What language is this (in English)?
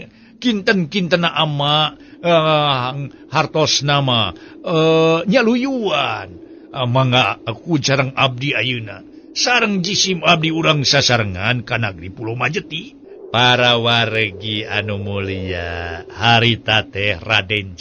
Sundanese